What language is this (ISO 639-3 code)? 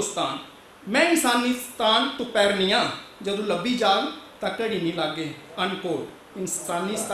doi